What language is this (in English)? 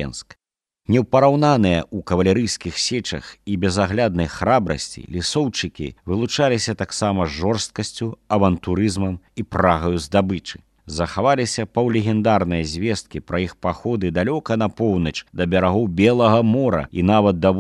Belarusian